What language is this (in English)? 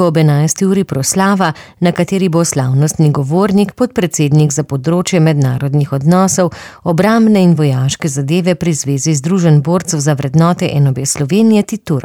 Slovenian